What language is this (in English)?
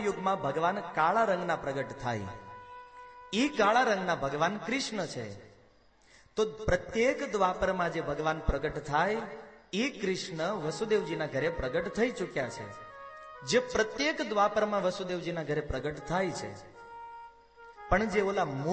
Gujarati